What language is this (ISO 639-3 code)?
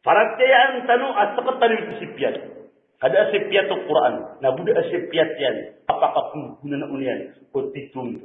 mrw